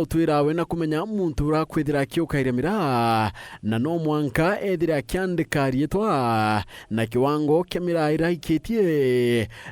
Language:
Meru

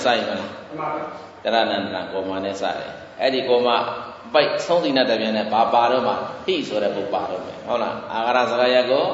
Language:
Burmese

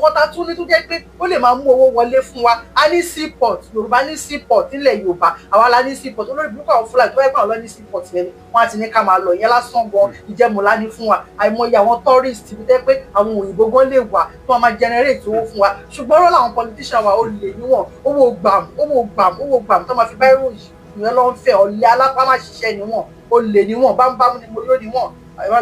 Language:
Yoruba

